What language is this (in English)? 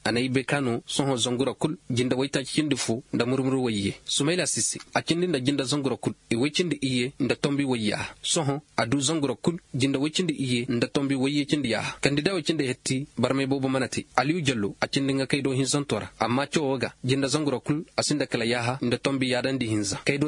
Koyraboro Senni